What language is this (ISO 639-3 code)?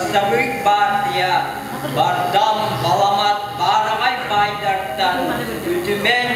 sah